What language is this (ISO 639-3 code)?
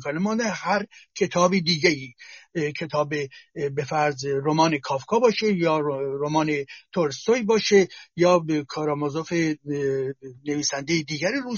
fas